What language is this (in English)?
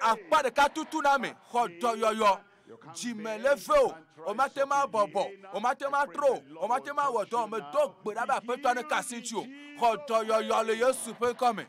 Ewe